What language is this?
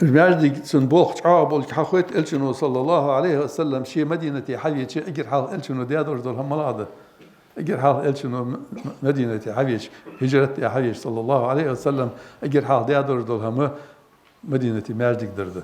Ingush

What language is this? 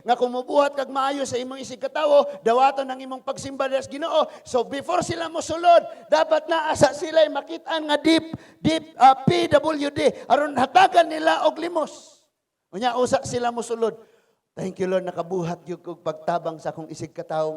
Cebuano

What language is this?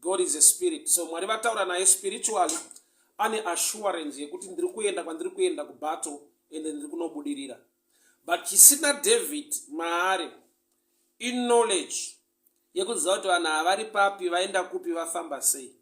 Shona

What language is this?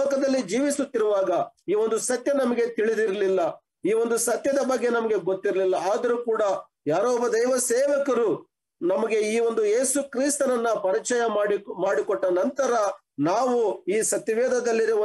Kannada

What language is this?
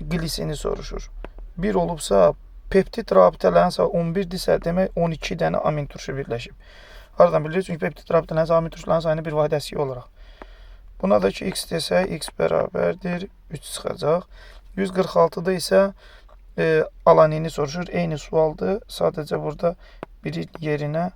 Azerbaijani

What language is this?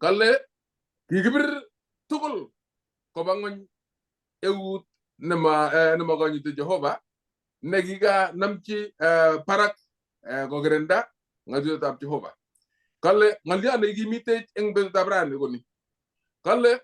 Kalenjin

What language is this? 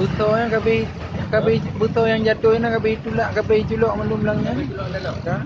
Achinese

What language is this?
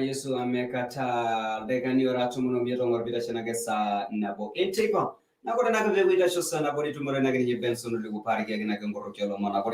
Masai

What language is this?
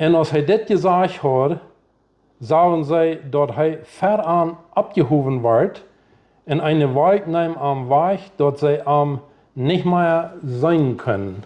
Plautdietsch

